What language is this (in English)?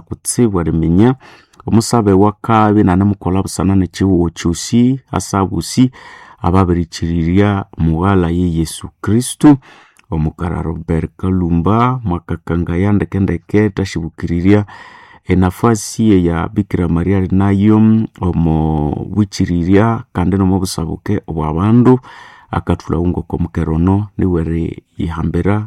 Nande